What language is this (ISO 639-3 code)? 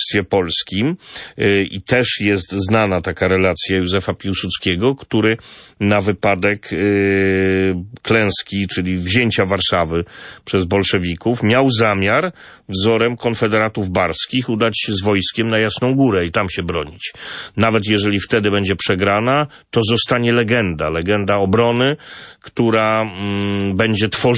pol